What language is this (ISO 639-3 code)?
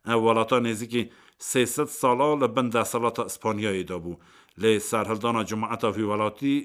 kur